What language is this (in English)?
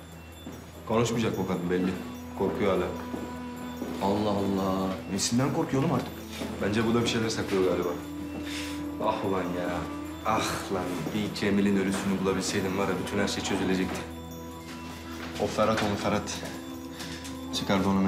Turkish